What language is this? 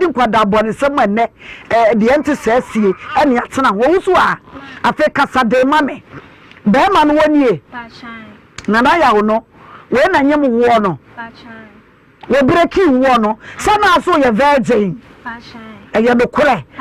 Akan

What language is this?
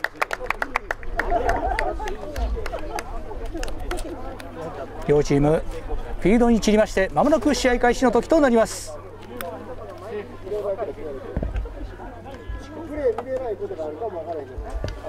Japanese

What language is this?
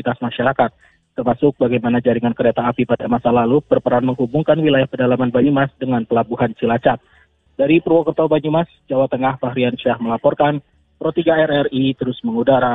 Indonesian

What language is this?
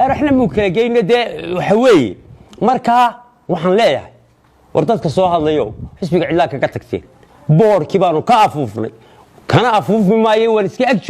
Somali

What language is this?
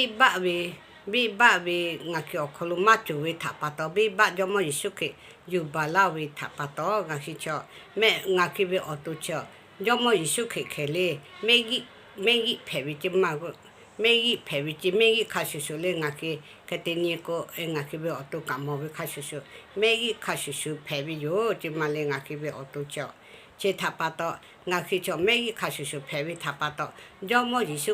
Lahu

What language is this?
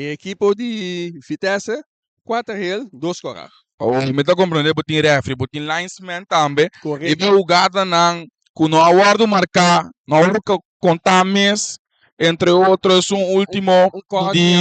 Papiamento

